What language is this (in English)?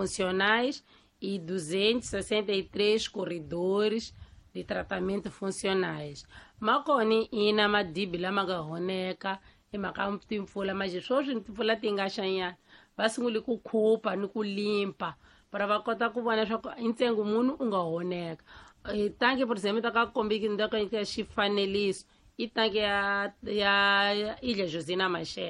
Tsonga